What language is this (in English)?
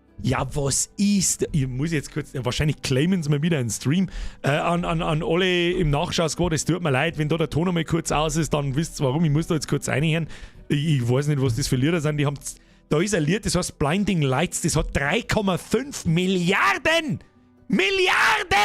Bavarian